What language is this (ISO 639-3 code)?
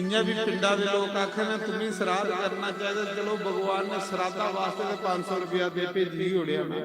doi